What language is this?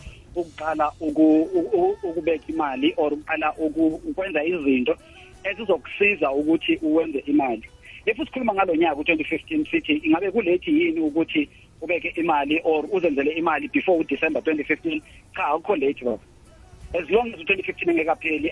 South Ndebele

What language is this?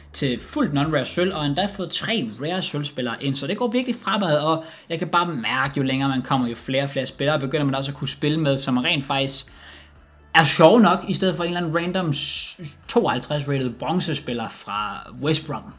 Danish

